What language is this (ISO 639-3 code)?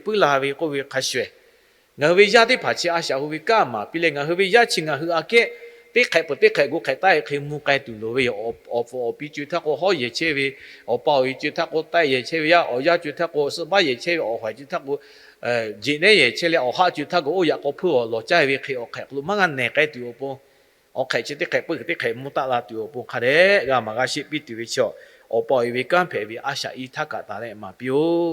lhu